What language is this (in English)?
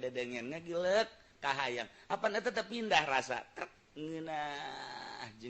Sundanese